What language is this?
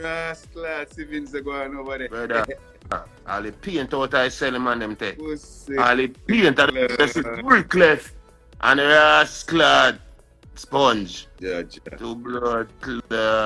Jamaican Creole English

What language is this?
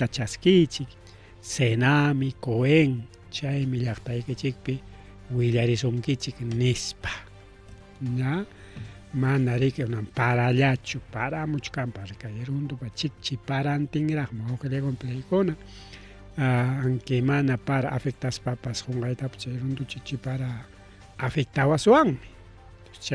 Ayacucho Quechua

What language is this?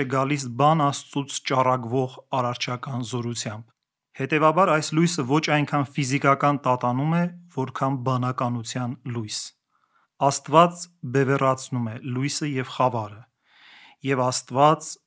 Armenian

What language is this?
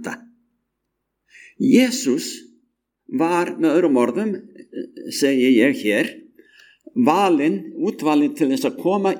Icelandic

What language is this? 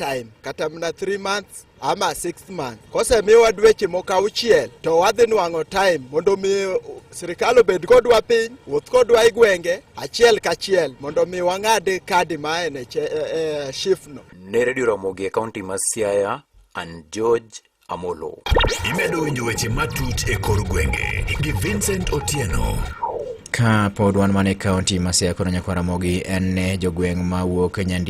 Luo (Kenya and Tanzania)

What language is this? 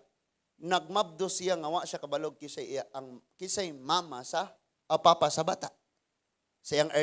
Cebuano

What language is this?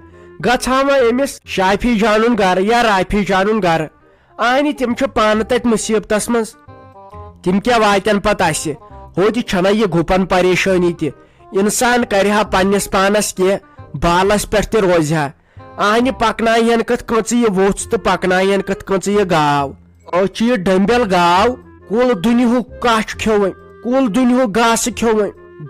Kashmiri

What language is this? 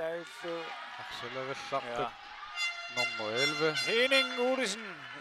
Kalaallisut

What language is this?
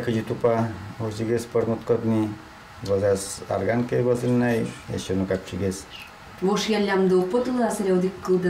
Udmurt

